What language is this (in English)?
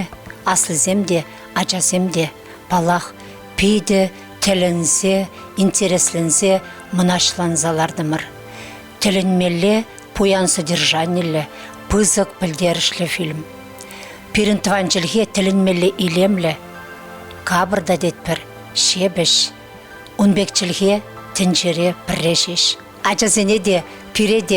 Chuvash